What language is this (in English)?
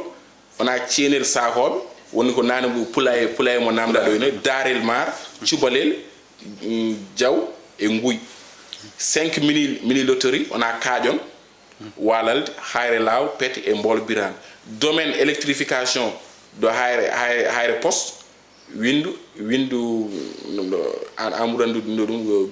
Fula